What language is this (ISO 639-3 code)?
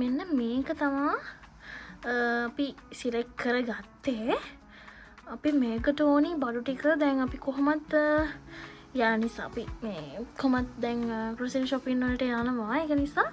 sin